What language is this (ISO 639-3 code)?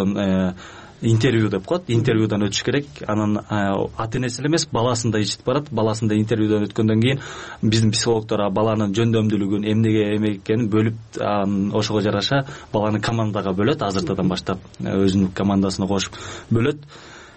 kir